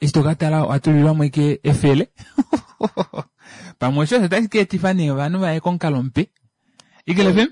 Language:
Kuanyama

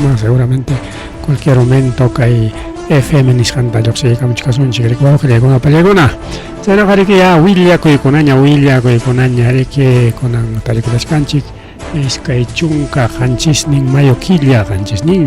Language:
Ayacucho Quechua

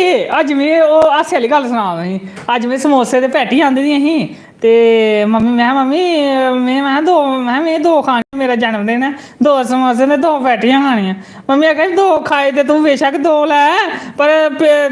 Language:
Dogri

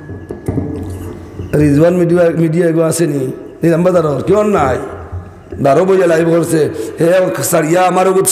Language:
Sylheti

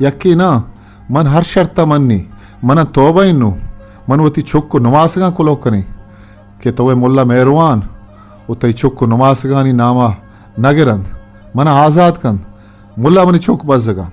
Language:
Eastern Balochi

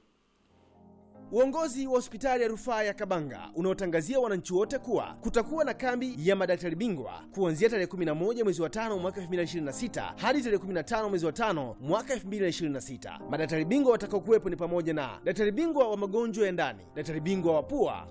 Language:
Swahili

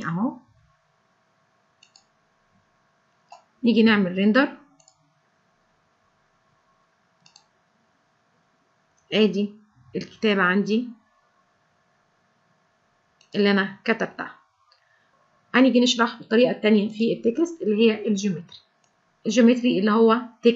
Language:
Egyptian Arabic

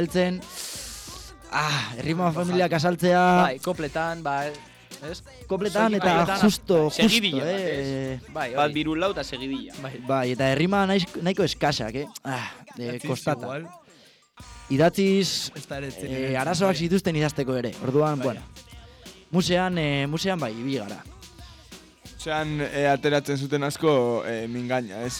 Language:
Basque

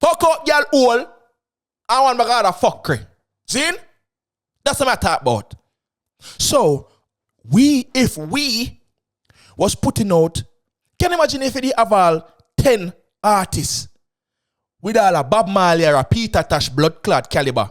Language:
Jamaican Creole English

